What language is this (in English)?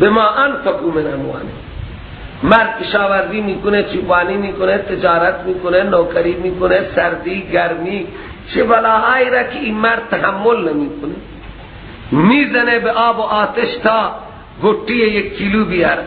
Persian